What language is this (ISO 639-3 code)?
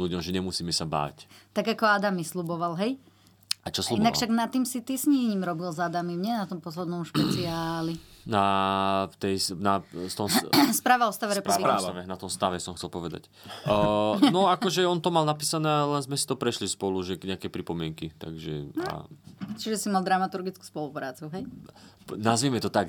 slk